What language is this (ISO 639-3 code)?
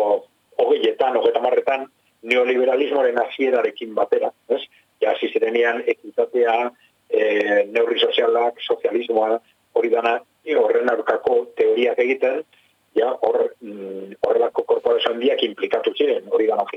eus